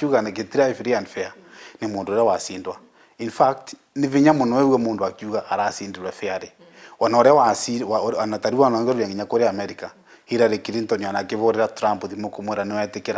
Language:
Meru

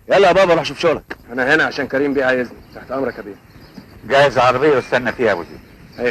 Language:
Egyptian Arabic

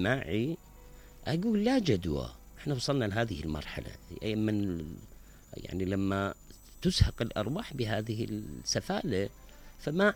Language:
Mesopotamian Arabic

